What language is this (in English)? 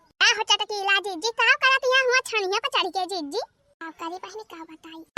Awadhi